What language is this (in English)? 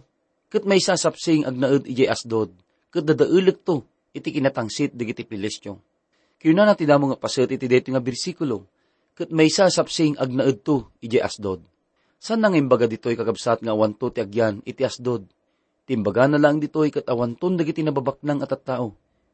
Iloko